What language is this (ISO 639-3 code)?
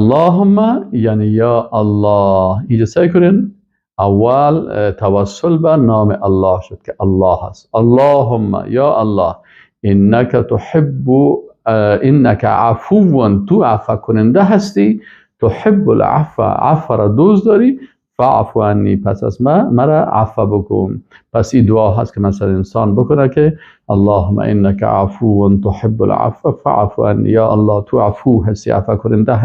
fas